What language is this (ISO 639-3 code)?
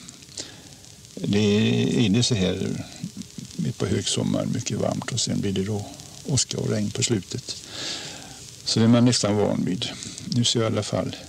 swe